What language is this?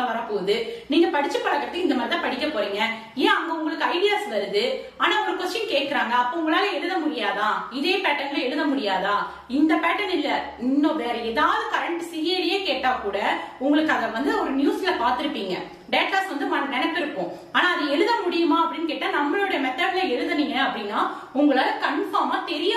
Tamil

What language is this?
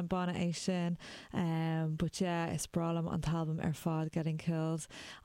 Irish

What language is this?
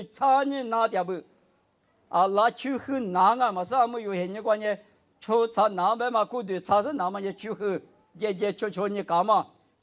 Lisu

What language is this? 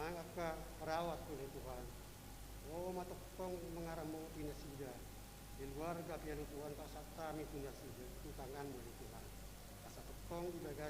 Batak Toba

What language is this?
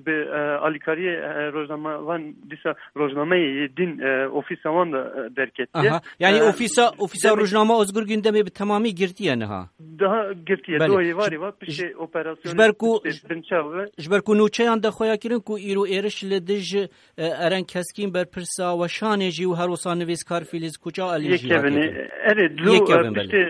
Kurdish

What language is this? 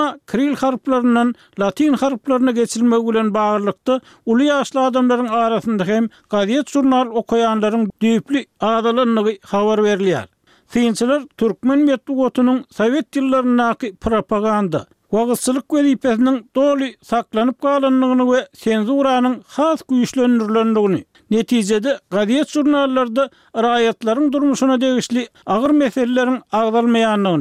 Turkmen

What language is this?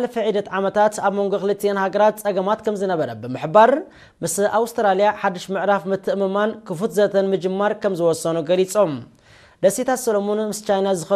Tigrinya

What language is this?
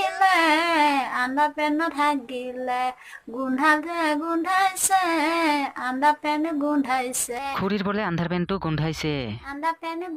Assamese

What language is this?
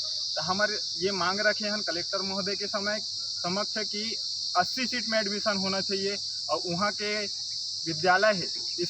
Chhattisgarhi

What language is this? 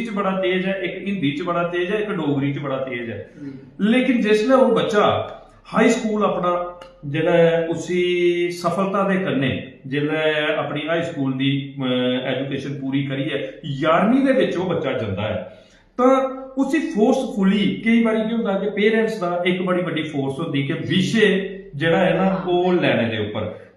Dogri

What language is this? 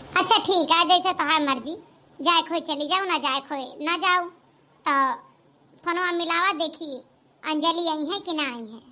Awadhi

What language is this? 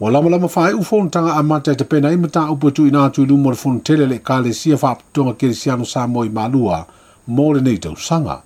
Samoan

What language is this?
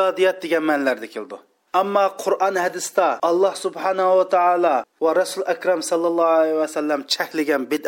Uyghur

